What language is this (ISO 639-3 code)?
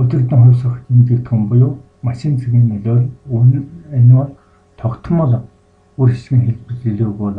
mon